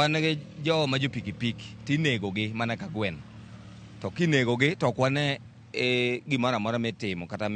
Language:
Luo (Kenya and Tanzania)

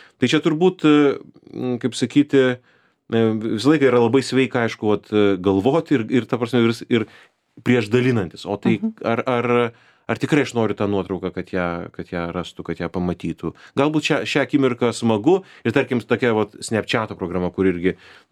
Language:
Lithuanian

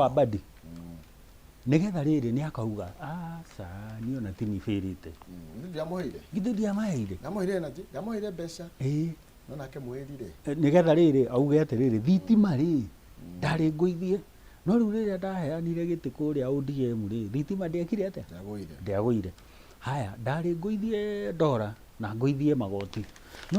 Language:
Kikuyu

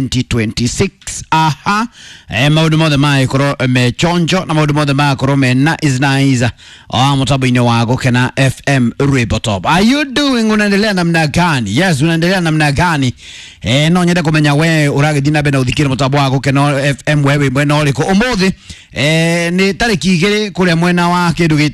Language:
Kikuyu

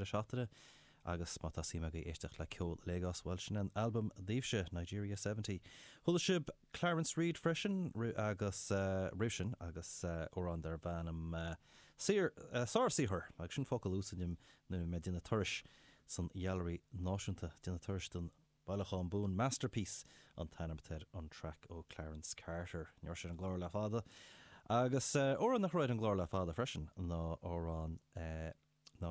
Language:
Irish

